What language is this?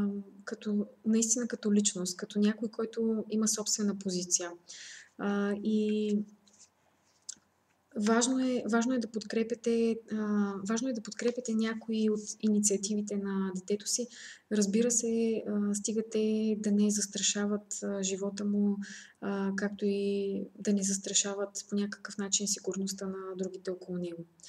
Bulgarian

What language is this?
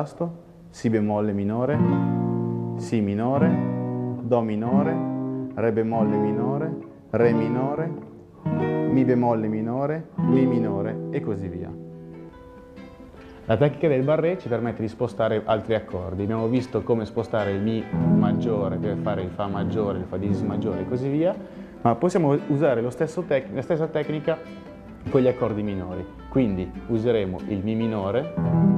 Italian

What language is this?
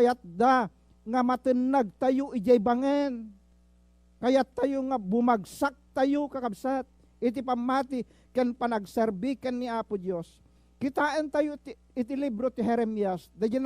Iloko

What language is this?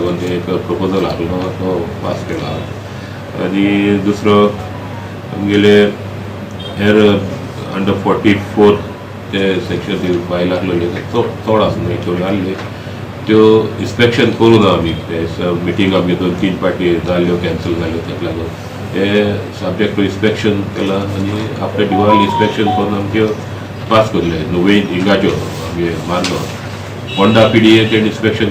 Konkani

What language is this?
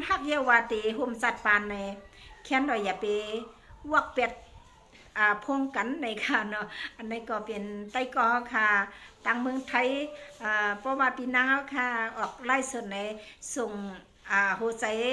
Shan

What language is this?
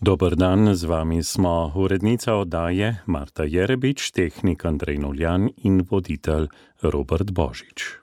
Slovenian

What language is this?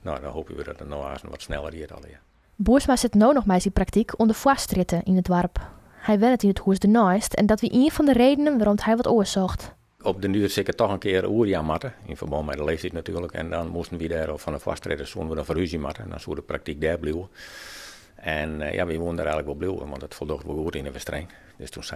Western Frisian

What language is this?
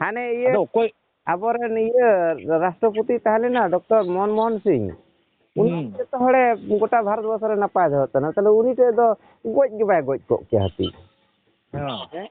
Santali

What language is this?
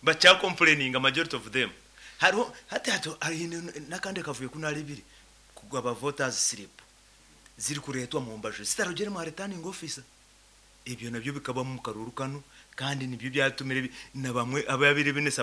Nyankole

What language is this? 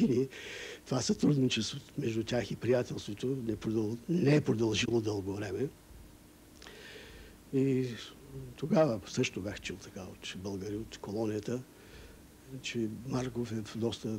Bulgarian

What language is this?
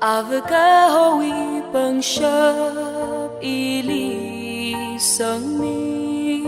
Tangkhul Naga (India)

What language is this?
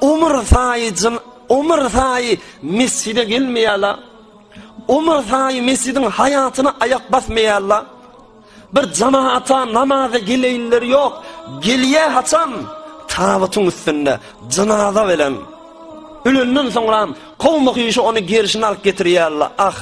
Turkmen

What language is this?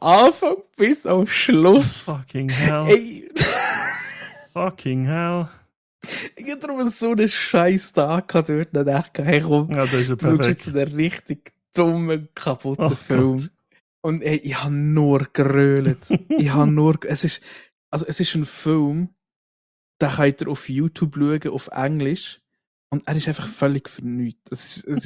Swiss German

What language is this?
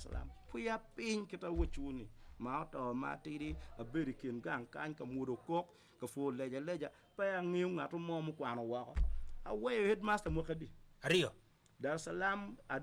Acoli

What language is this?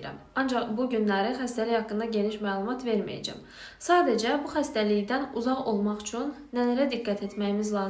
Azerbaijani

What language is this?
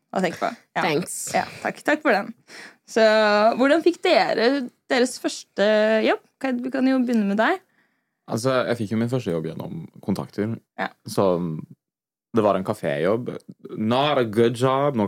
Norwegian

